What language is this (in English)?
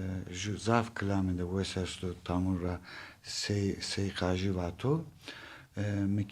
Zaza